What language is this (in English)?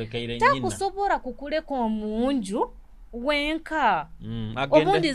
Nyoro